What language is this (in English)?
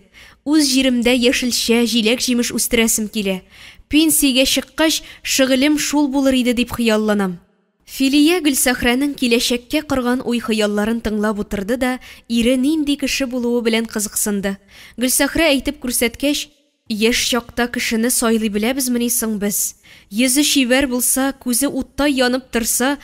Tatar